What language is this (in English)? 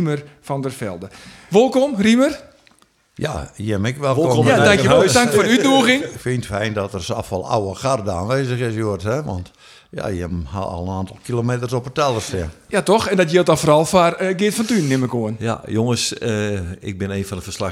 Western Frisian